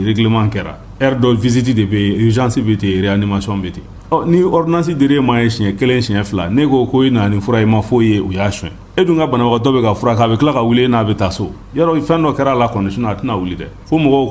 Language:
Bambara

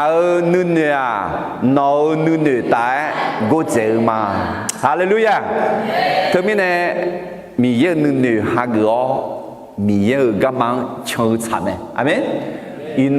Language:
Akha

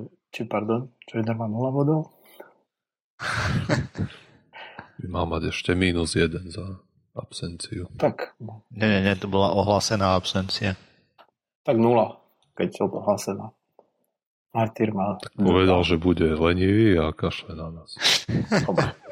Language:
Slovak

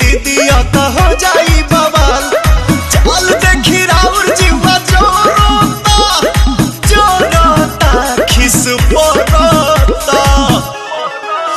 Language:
Bhojpuri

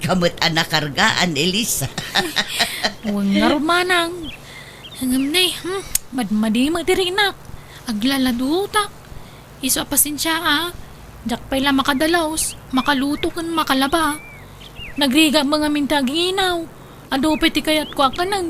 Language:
Iloko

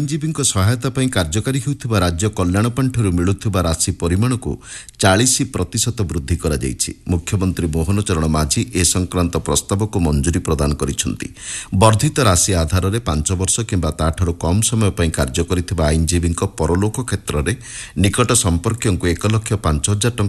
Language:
Odia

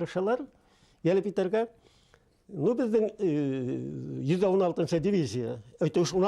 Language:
Bashkir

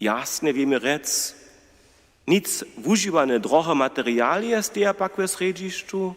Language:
Upper Sorbian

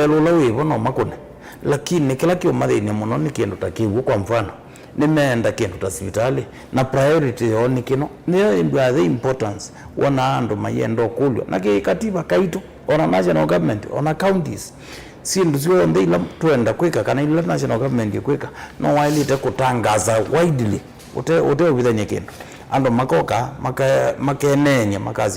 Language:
Kamba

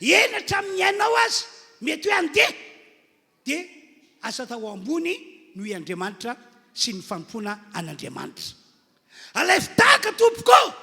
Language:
Malagasy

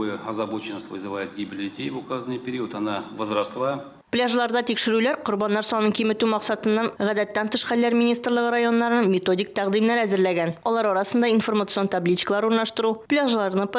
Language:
Tatar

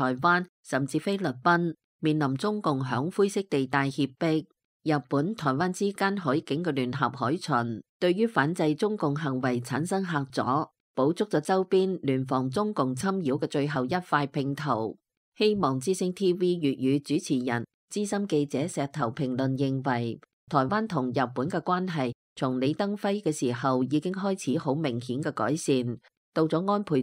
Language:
Cantonese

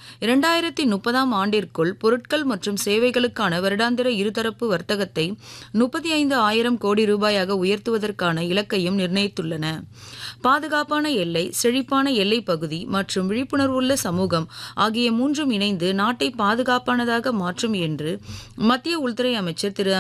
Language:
Tamil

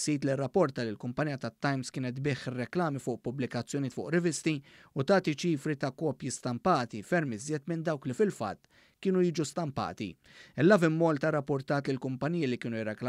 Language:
Maltese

